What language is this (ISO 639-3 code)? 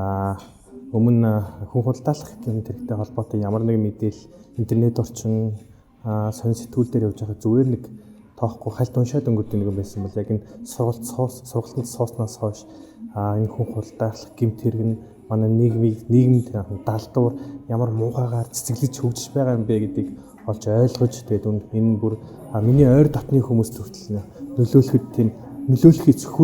mon